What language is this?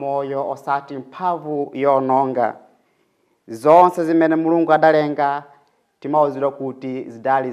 Nyanja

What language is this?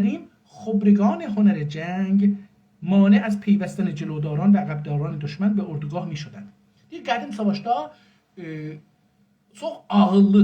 South Azerbaijani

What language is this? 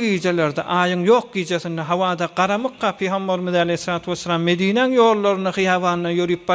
Turkmen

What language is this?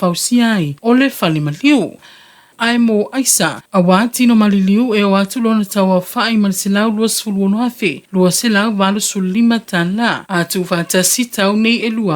Samoan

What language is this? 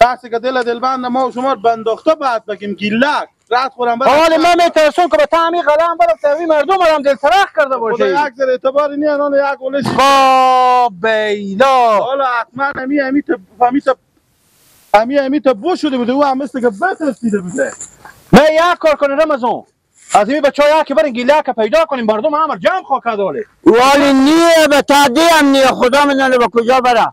Persian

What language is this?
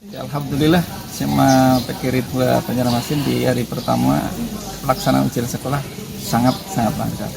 Banjar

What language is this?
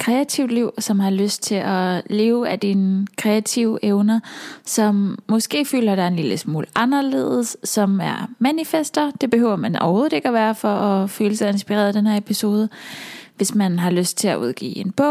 Danish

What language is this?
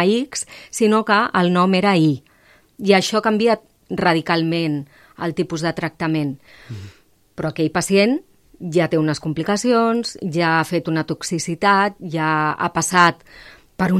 Catalan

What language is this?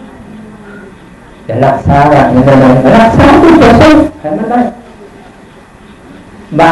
Lao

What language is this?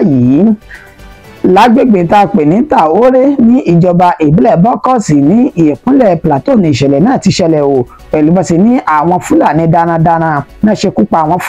Yoruba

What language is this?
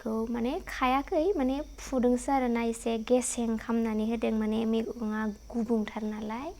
Bodo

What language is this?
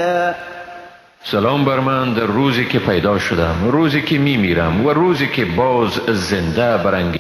Persian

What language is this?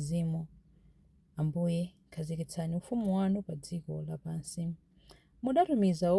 Nyanja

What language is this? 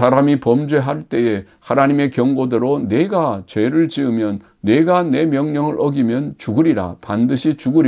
Korean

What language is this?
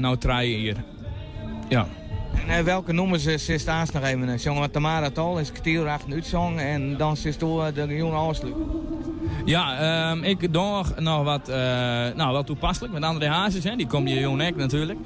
Western Frisian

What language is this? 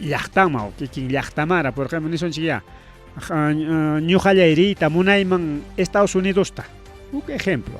Ayacucho Quechua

